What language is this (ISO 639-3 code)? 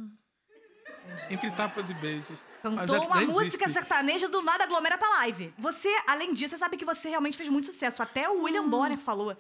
por